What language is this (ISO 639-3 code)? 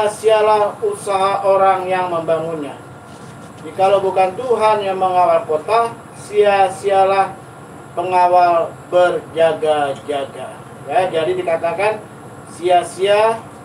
ind